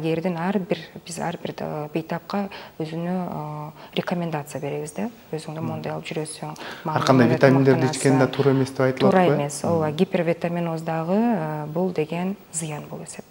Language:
Kyrgyz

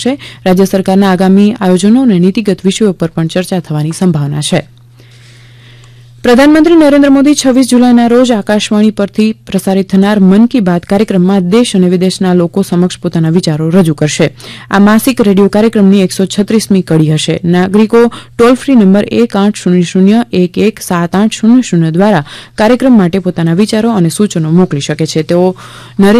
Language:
Gujarati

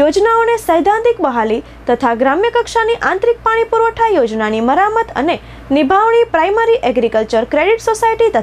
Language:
Gujarati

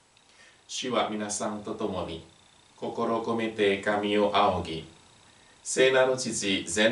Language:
Japanese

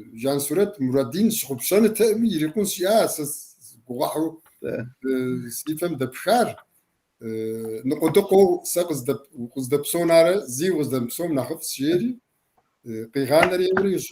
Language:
Kabardian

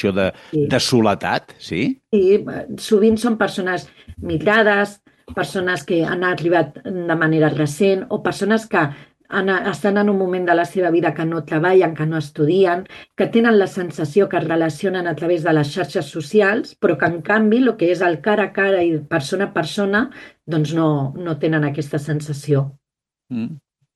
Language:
Catalan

